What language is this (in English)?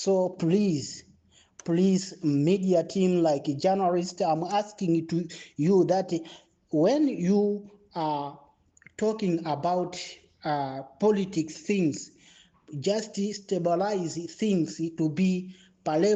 Nyanja